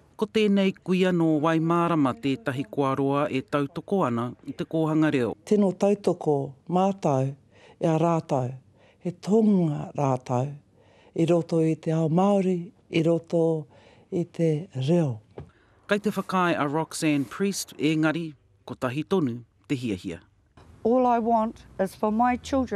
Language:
Māori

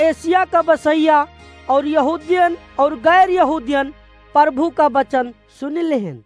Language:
Awadhi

